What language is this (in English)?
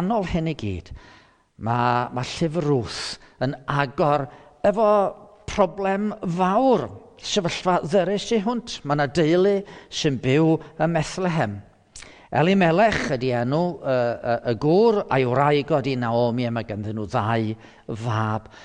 Welsh